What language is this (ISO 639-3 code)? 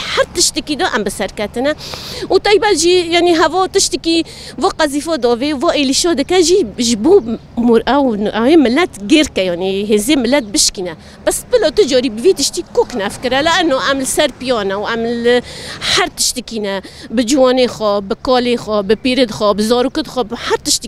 kur